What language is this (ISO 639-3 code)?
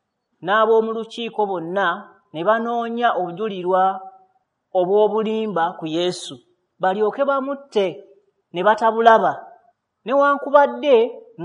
lug